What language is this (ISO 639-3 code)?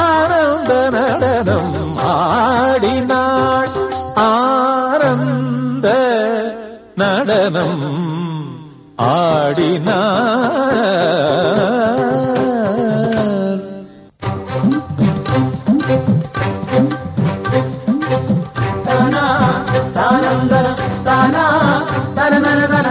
mal